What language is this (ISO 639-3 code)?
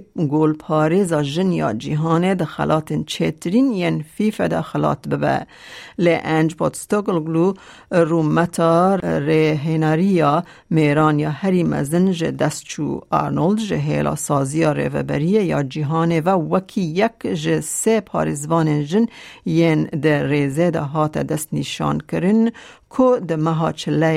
kur